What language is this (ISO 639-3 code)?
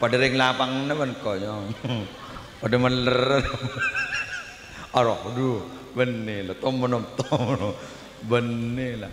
mad